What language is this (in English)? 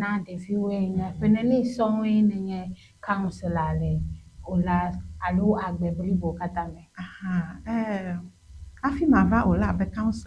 Ewe